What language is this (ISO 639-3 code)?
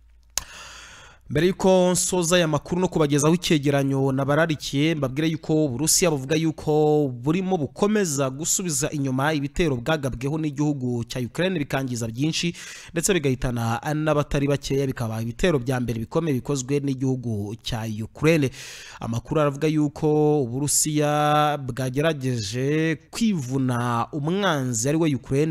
kin